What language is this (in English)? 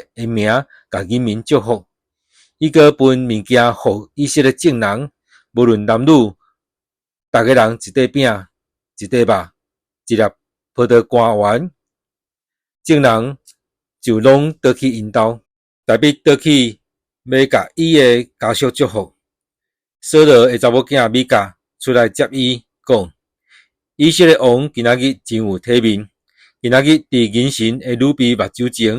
Min Nan Chinese